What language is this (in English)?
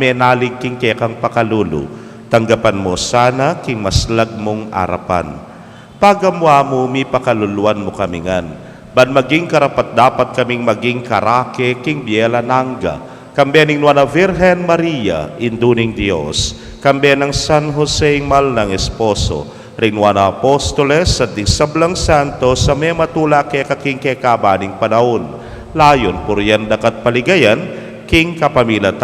Pampanga